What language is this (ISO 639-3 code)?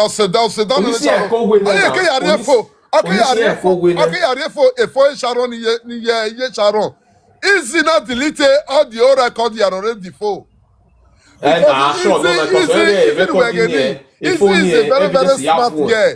pcm